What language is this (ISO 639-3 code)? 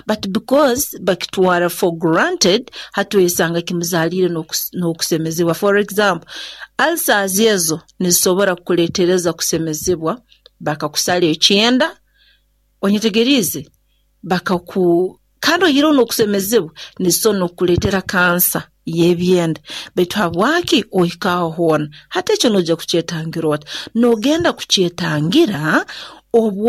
nyo